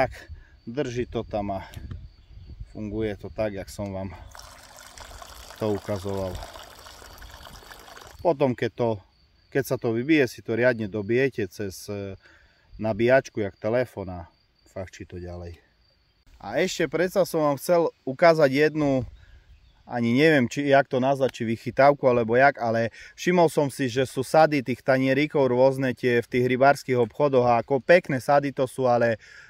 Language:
Slovak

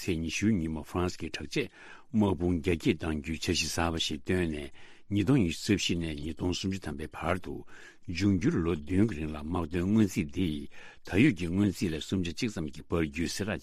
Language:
Tibetan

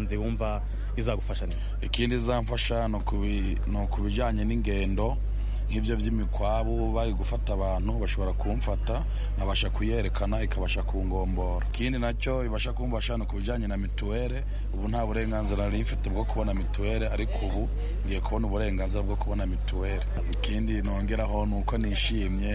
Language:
Kinyarwanda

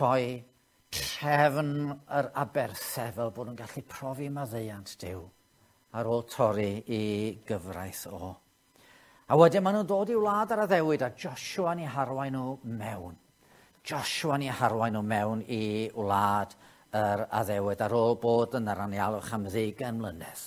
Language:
Welsh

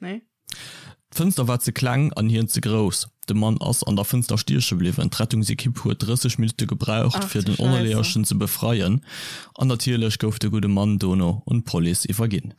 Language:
Luxembourgish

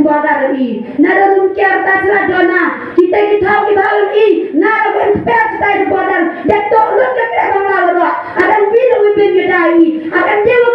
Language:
Khasi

